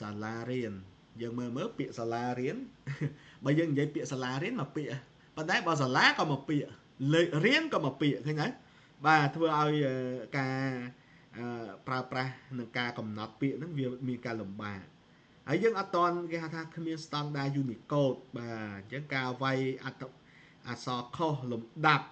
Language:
Khmer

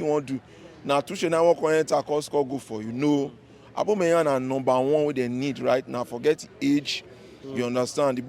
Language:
Nigerian Pidgin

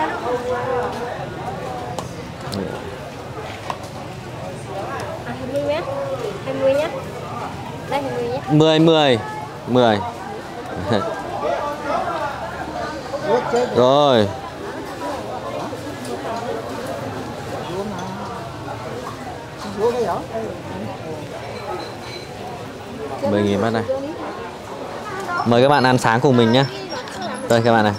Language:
Vietnamese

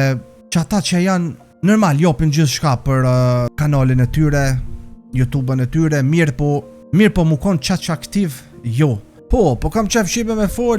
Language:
Albanian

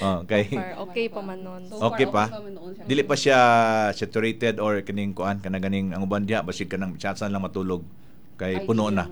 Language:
Cebuano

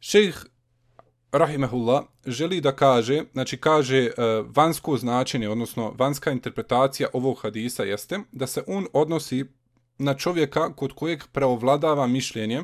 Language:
Bosnian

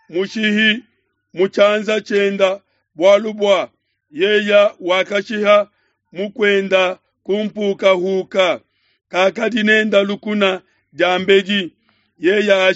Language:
Luba-Lulua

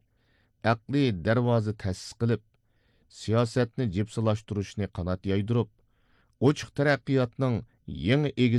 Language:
Uyghur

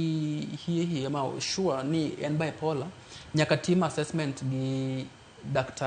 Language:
Luo (Kenya and Tanzania)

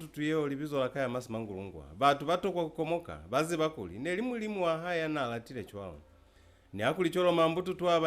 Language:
Lozi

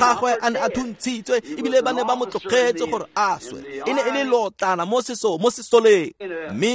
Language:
Tswana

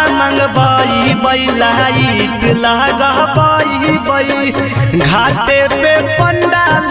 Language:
Magahi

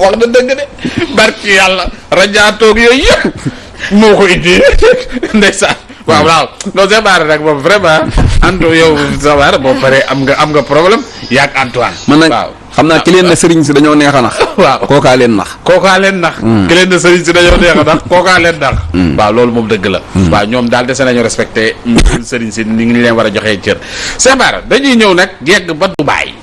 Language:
Wolof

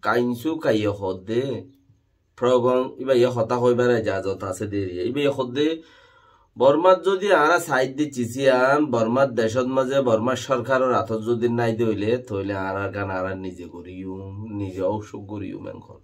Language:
Rohingya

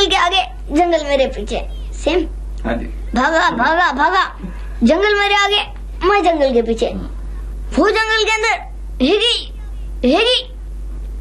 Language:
Hindi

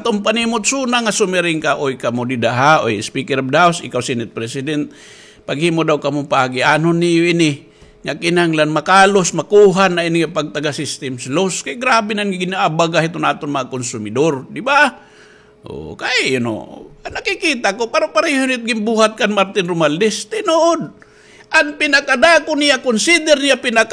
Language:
Waray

